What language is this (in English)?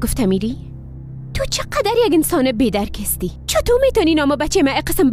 Persian